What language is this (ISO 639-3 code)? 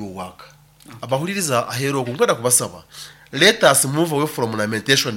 nyo